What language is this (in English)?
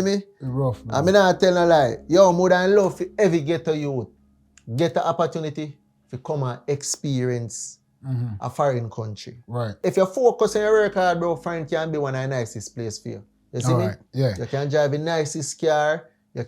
Jamaican Creole English